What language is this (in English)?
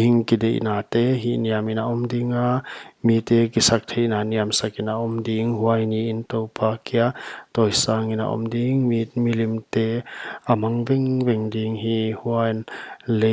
Paite Chin